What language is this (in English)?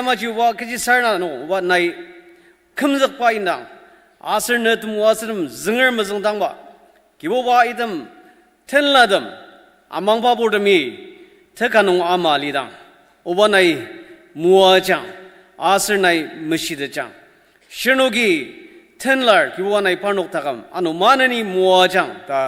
Ao Naga